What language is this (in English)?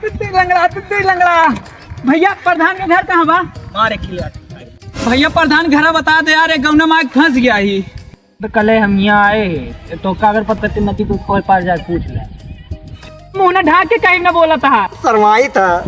Awadhi